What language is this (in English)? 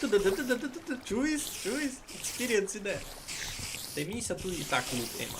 Rusyn